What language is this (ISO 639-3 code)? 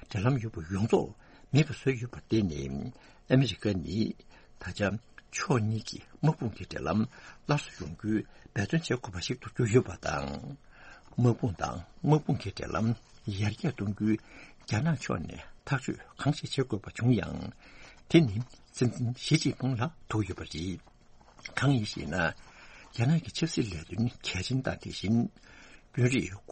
bod